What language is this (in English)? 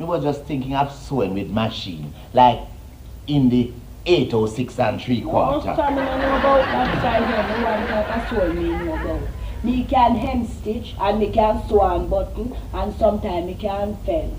Jamaican Creole English